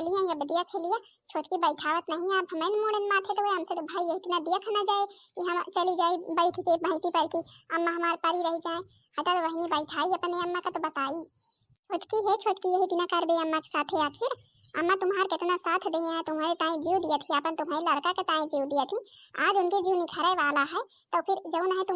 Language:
Awadhi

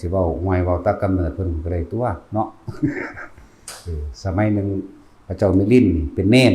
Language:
Lao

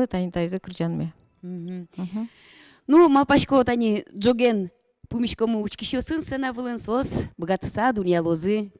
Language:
Udmurt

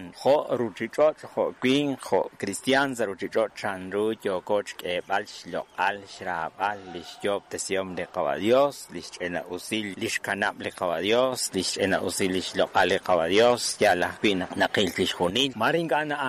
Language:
Kekchí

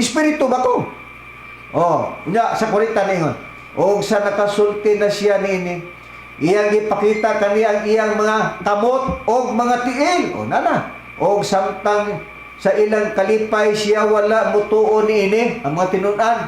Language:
Cebuano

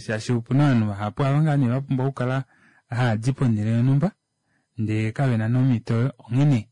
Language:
Kuanyama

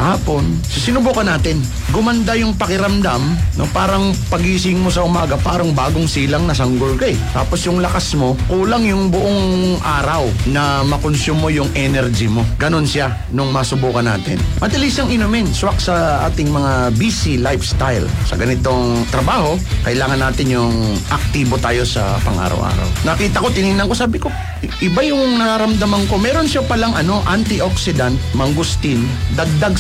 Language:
Filipino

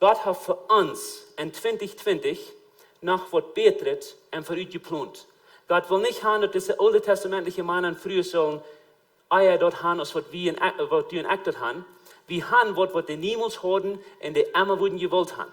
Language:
Plautdietsch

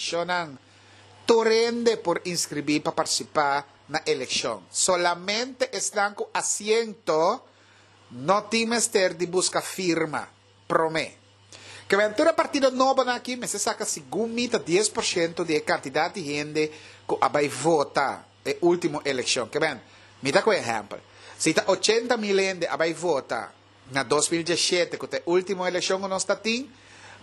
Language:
Papiamento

